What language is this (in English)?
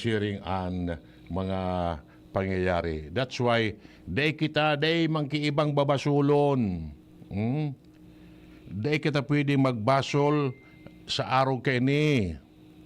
Bikol